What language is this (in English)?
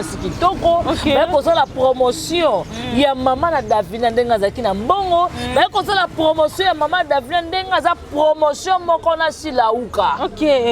Lingala